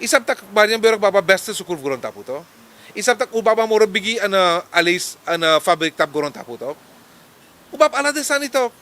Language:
Sranan Tongo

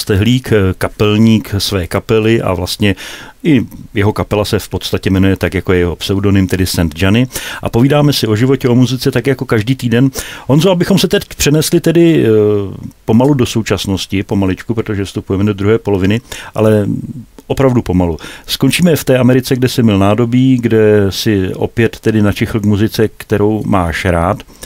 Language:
Czech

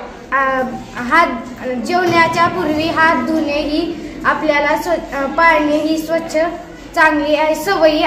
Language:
Marathi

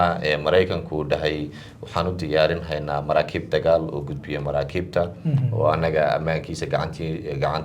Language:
Somali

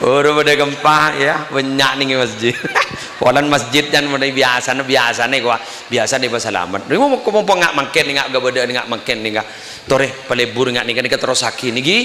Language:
Madurese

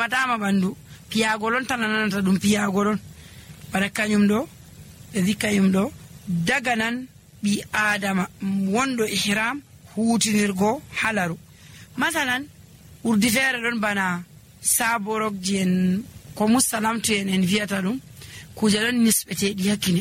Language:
Nigerian Fulfulde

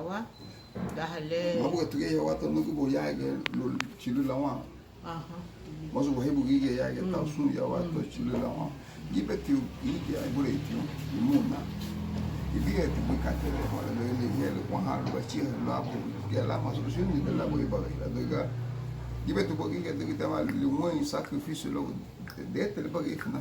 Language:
Garifuna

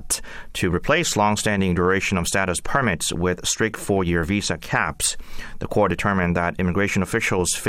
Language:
English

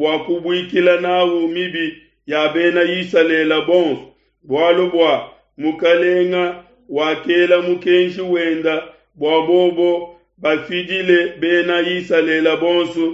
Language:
Luba-Lulua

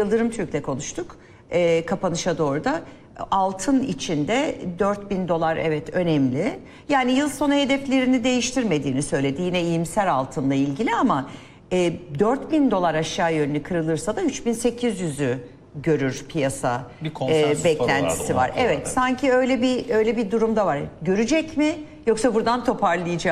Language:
Turkish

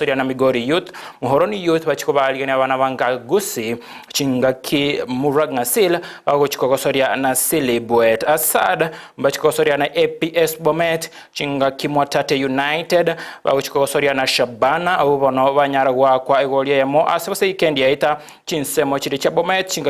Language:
Gusii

